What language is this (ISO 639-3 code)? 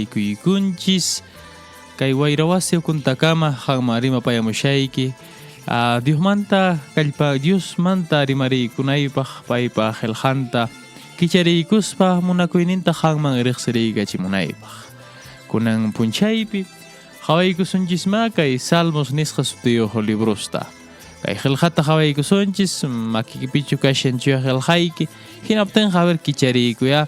que